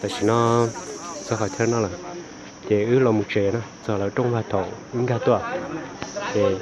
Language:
Hmong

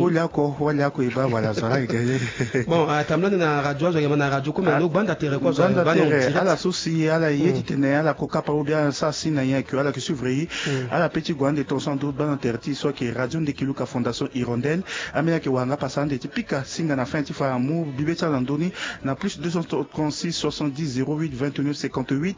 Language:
Sango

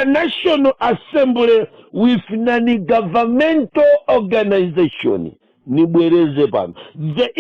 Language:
Nyanja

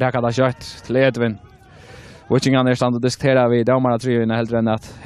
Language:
Faroese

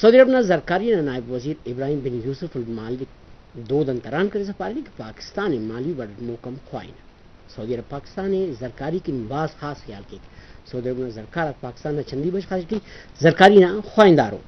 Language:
Brahui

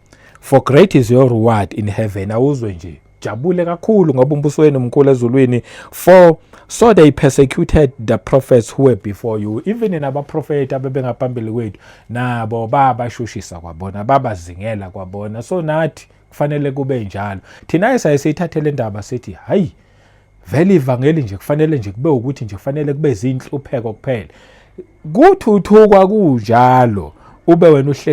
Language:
Zulu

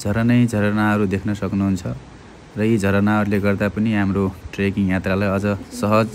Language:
Nepali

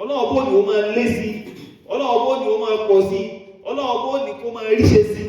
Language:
Yoruba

